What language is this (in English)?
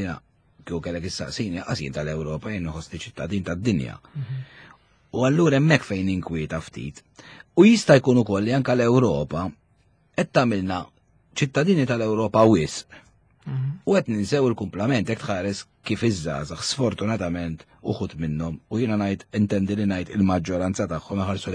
Maltese